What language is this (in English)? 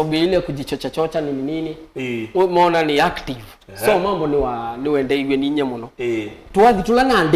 Kamba